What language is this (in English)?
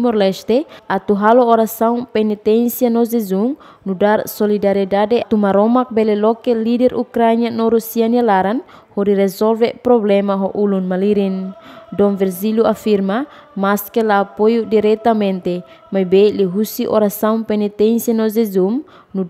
Tetum